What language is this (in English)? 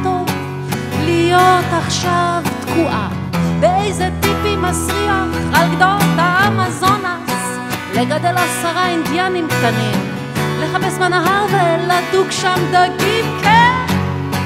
Hebrew